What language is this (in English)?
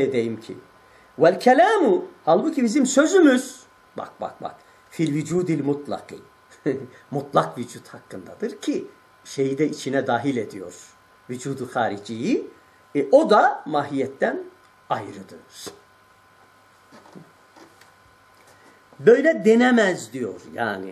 Turkish